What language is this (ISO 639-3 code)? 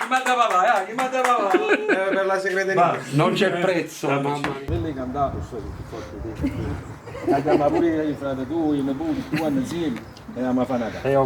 nap